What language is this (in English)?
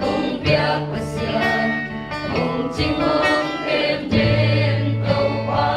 Tedim Chin